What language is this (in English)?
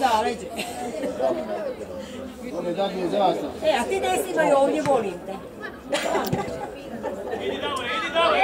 Croatian